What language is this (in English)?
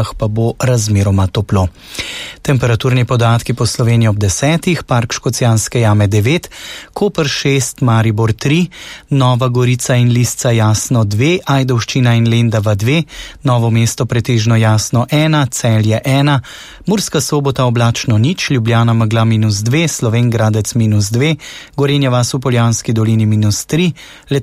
Slovenian